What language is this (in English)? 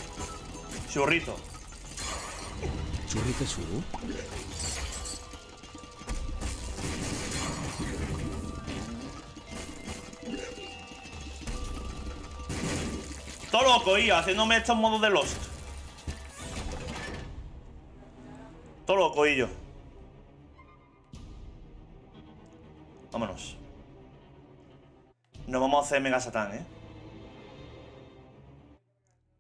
Spanish